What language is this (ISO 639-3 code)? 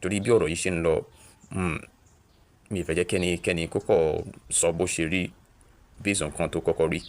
yor